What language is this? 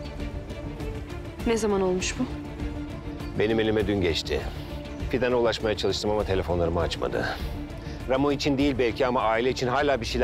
Turkish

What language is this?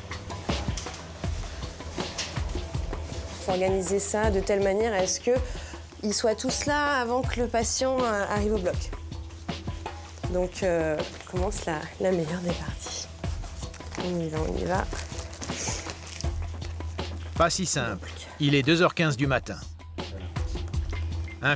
French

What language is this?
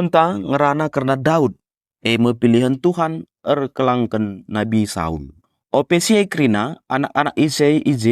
Batak Karo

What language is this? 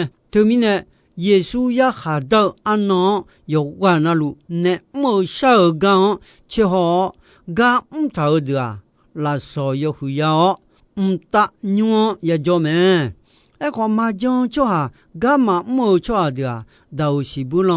Akha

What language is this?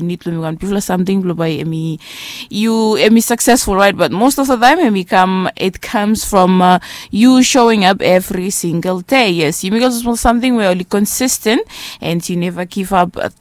Bislama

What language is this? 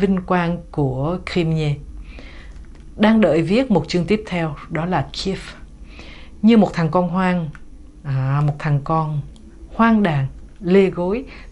Vietnamese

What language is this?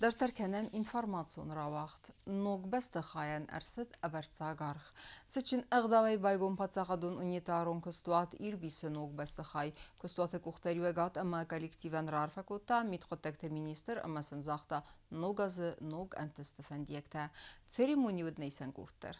Ossetic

